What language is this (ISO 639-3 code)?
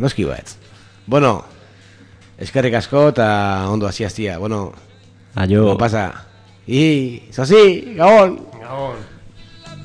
eus